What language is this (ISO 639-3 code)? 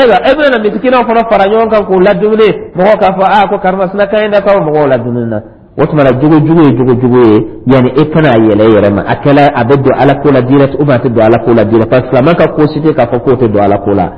dyu